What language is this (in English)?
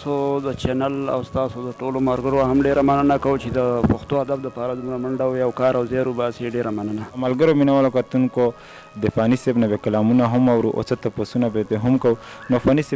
Pashto